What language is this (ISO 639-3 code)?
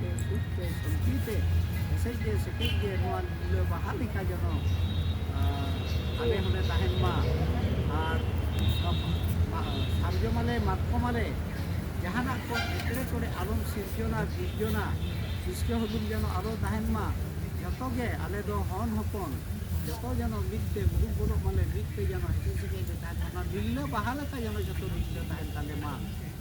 sat